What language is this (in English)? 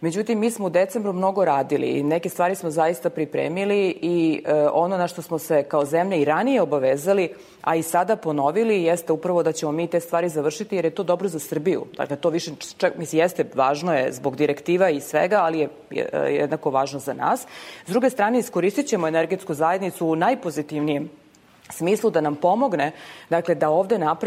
Serbian